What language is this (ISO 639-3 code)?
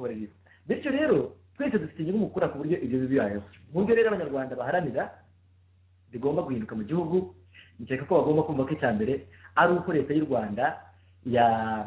kin